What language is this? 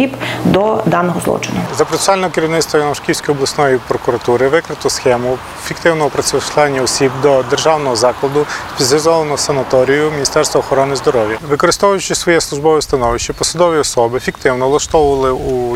Ukrainian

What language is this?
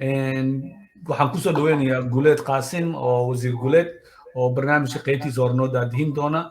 Somali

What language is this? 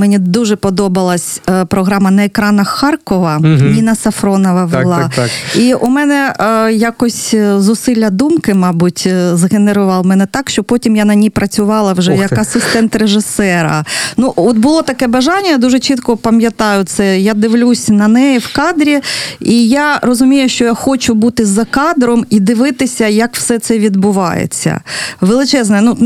Ukrainian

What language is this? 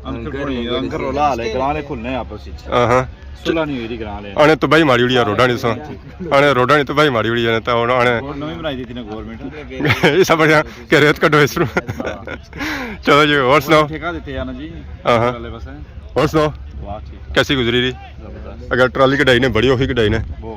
Pahari-Potwari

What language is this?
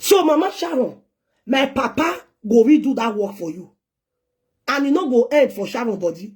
Nigerian Pidgin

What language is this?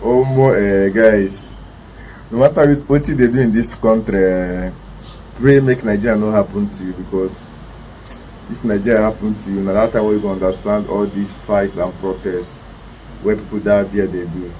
Nigerian Pidgin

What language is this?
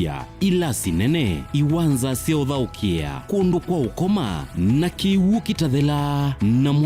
Kamba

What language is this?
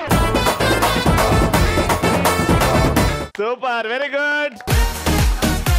Telugu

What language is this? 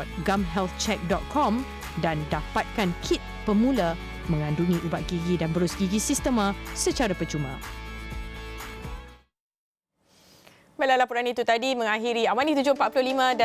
Malay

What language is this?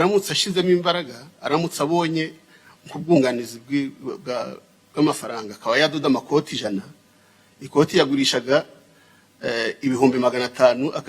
Kinyarwanda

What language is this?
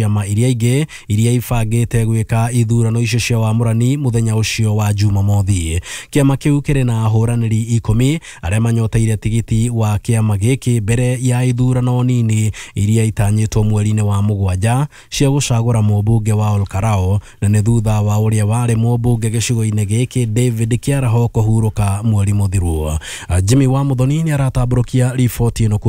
Kikuyu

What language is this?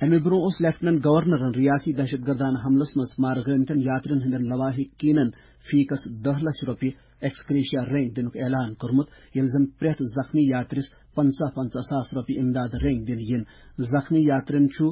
Kashmiri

